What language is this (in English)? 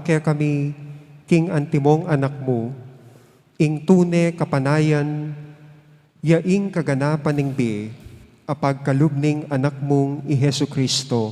Pampanga